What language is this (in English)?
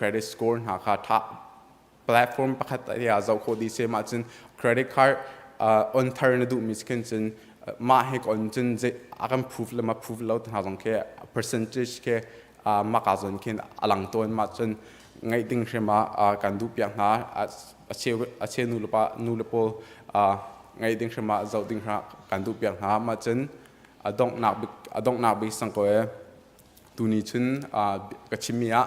Hakha Chin